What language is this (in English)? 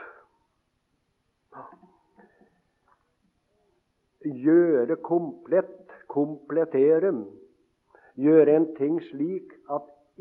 Norwegian